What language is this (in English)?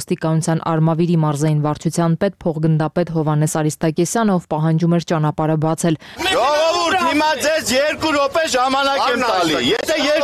Armenian